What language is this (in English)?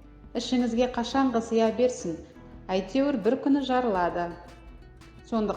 Kazakh